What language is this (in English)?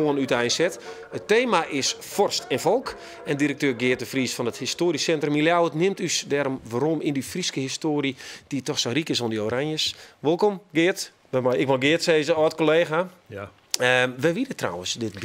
Western Frisian